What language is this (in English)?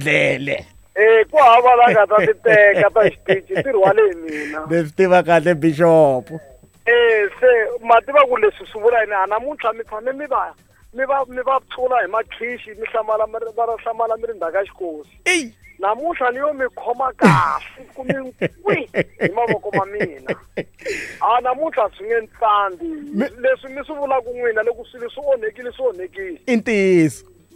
Tsonga